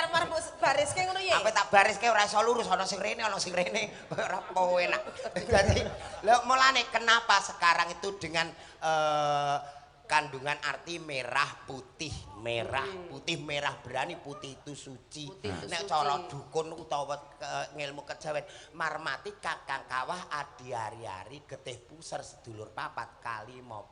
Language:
Javanese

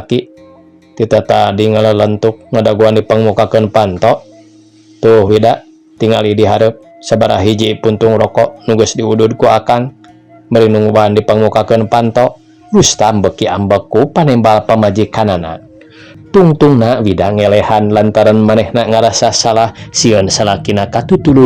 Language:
Sundanese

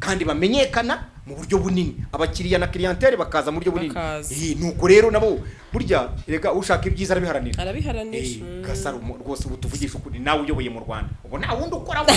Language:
Kinyarwanda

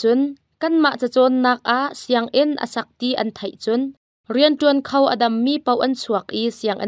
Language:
Hakha Chin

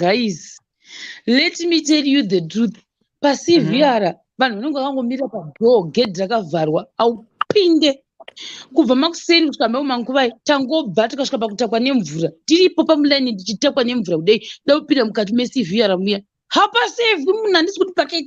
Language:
Shona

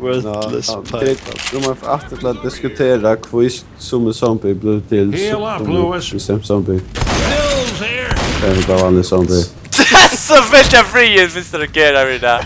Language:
Faroese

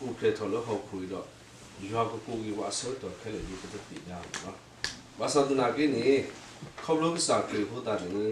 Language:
S'gaw Karen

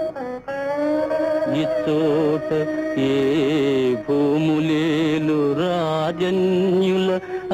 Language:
Telugu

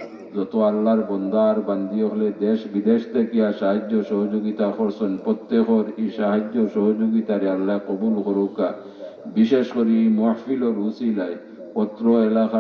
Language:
Sylheti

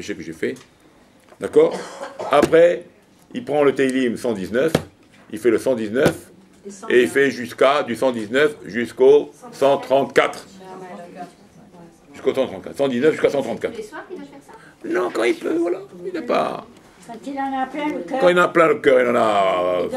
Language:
French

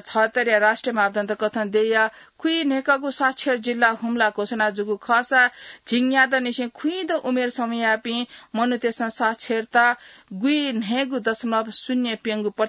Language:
Newari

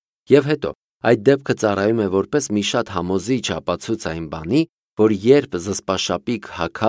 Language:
Armenian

